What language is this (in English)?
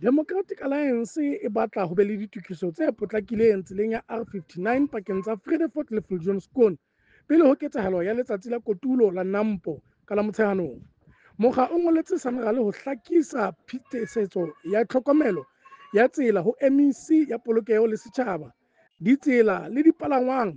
Southern Sotho